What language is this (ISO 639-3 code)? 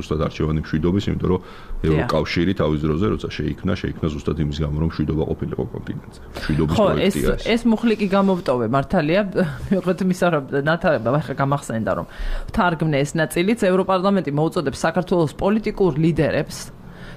kat